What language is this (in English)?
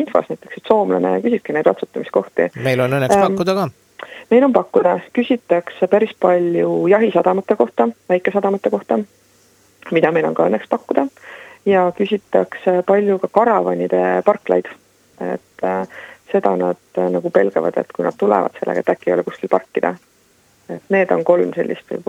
Estonian